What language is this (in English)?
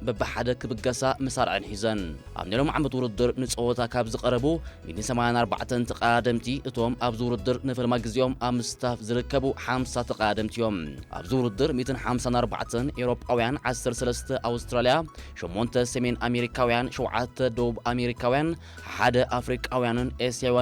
Tigrinya